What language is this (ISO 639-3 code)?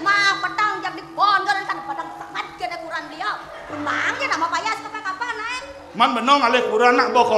ban